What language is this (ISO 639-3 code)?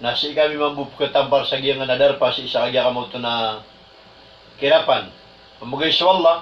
mrw